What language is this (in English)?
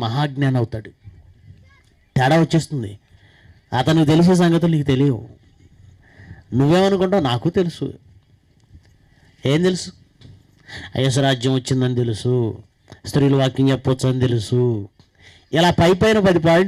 Telugu